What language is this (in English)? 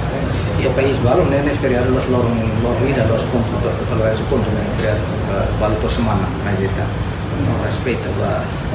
Tetum